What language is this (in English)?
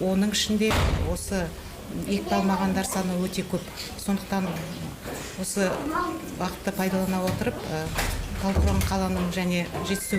Kazakh